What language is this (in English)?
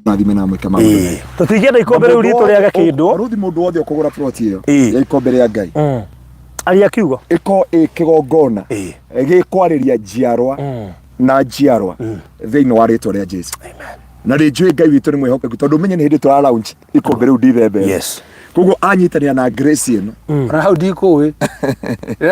Kikuyu